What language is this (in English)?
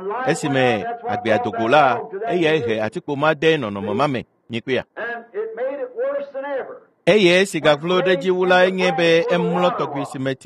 Ewe